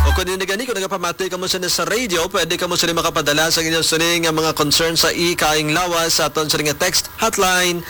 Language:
Hiligaynon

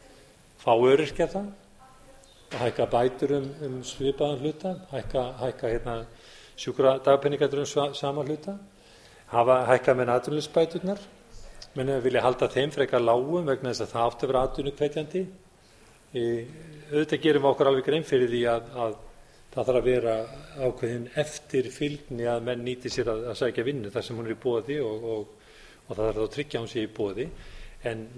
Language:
Icelandic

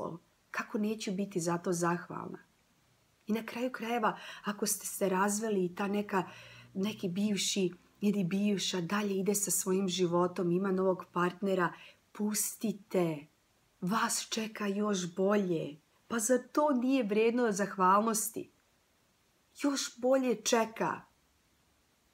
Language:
Croatian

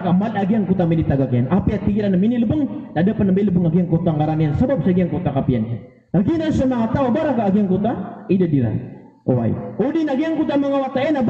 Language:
Maranao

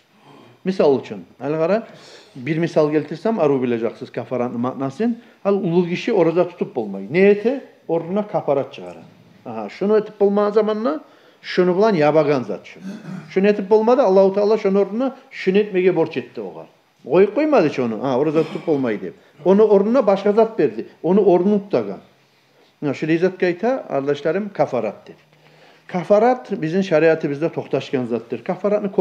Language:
Kumyk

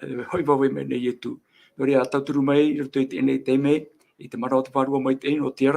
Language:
Tahitian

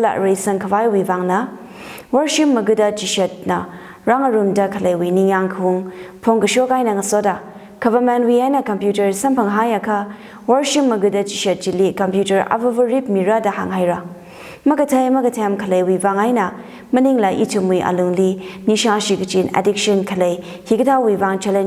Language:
Tangkhul Naga (India)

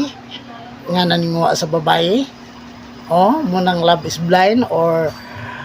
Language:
Cebuano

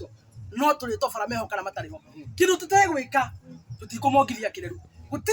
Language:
Kikuyu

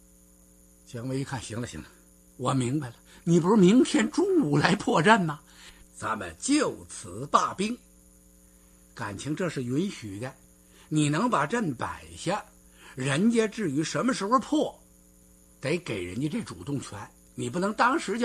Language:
Chinese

